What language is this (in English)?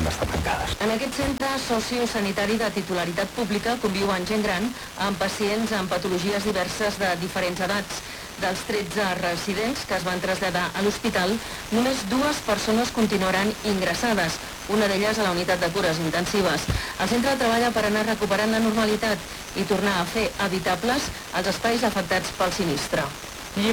Catalan